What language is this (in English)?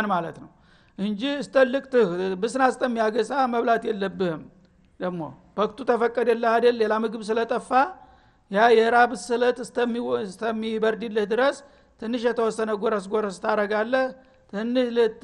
Amharic